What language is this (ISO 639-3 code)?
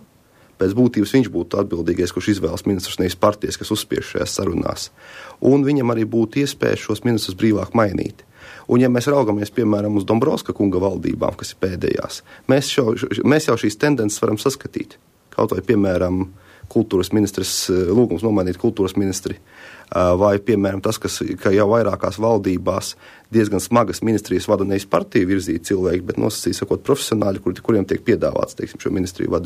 lav